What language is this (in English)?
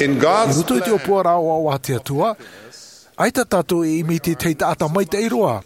Tahitian